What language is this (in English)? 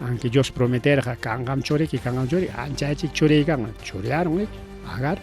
Ayacucho Quechua